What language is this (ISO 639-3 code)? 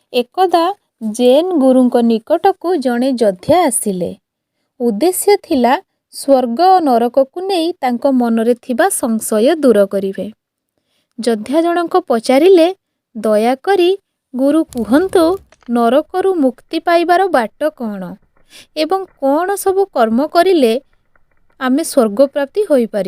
ori